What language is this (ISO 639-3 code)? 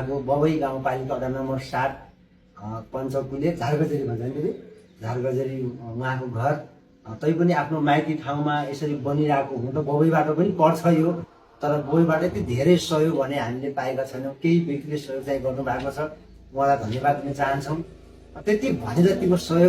nep